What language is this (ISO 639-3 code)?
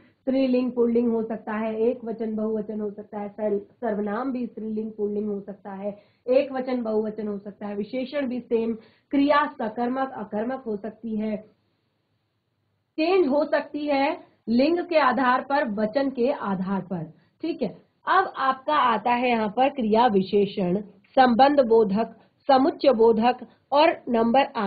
hin